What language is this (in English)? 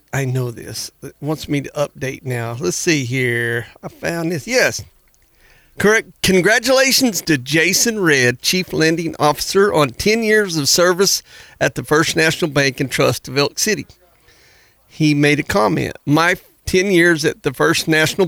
English